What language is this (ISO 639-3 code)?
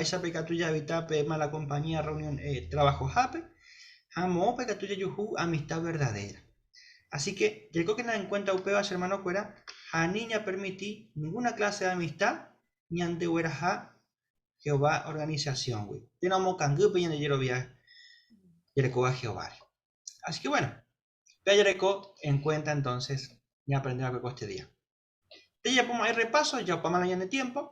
grn